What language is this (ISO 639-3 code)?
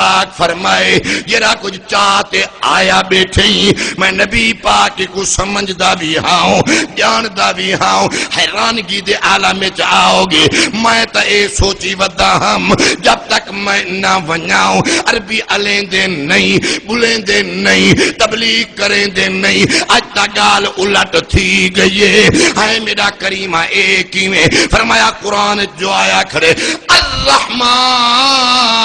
skr